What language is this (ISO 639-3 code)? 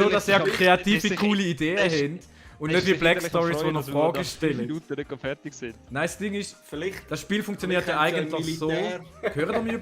gsw